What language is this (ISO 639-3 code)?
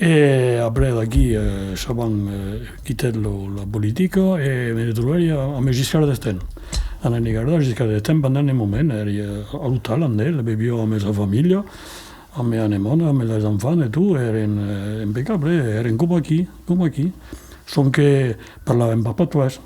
oci